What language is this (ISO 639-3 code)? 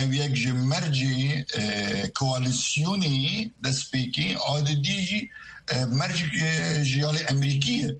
kur